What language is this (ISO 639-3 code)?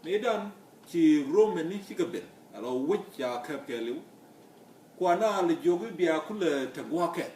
nus